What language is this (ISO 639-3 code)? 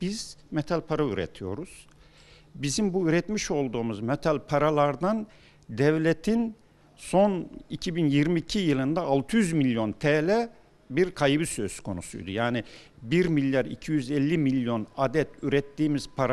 tur